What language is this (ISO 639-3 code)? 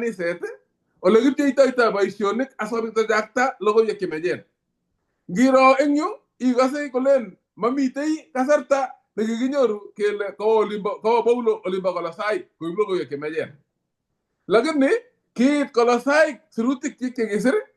kln